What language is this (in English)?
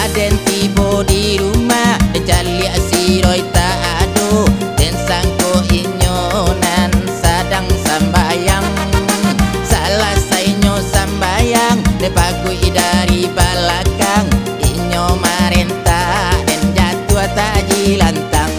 Minangkabau